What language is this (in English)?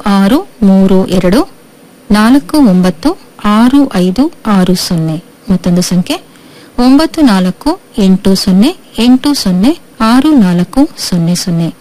Kannada